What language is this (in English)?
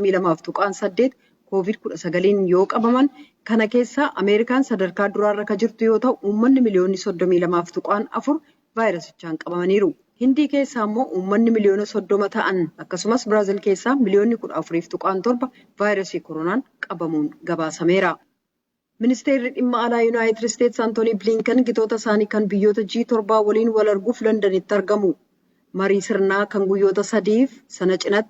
Oromo